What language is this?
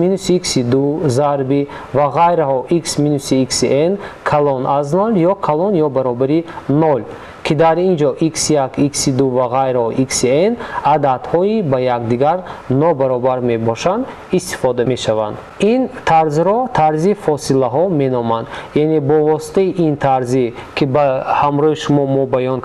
Tajik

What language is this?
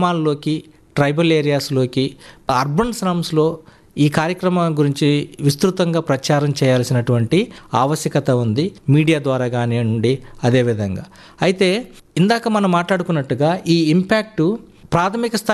Telugu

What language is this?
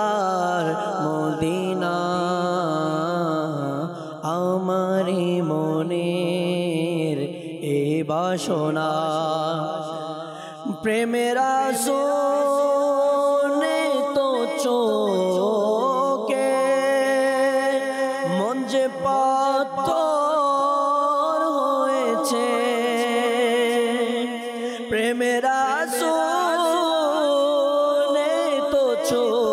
Bangla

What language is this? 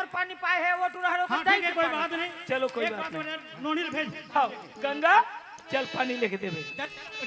Chhattisgarhi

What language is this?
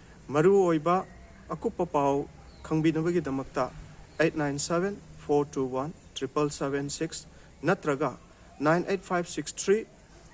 Manipuri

